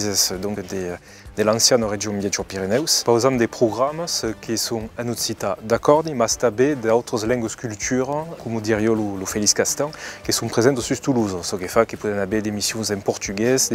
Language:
Occitan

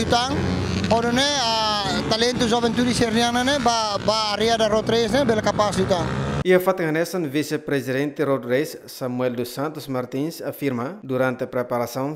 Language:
Tetum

